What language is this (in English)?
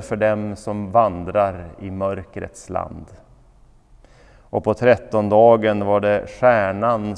Swedish